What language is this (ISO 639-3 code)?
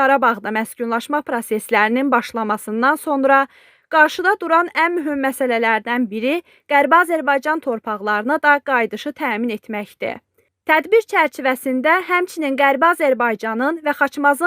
aze